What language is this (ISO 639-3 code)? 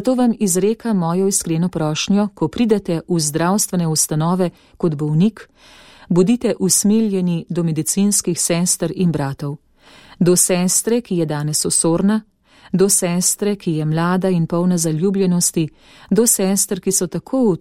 slv